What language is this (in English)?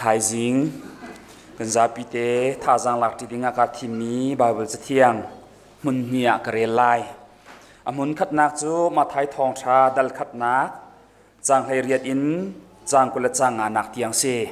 Hakha Chin